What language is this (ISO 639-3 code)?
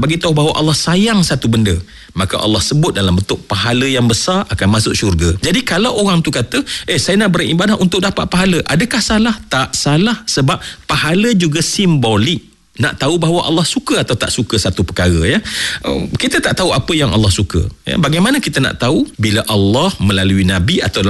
msa